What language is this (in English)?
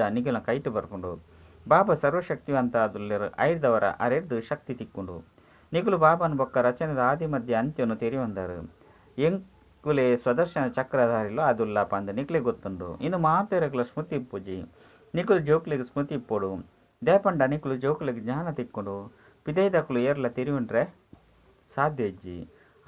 Tulu